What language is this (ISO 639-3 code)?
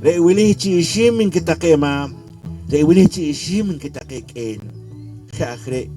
poh